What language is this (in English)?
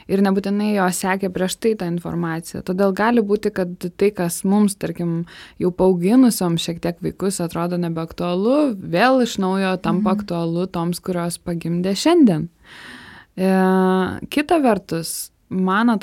Lithuanian